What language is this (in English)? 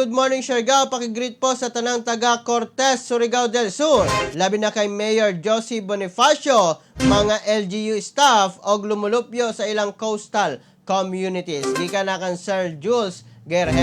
Cebuano